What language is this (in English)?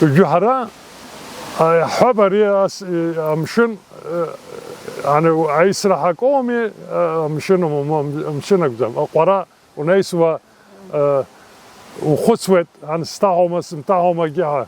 Abkhazian